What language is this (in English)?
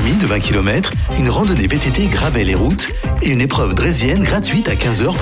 French